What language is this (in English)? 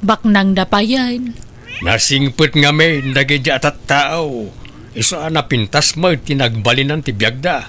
Iloko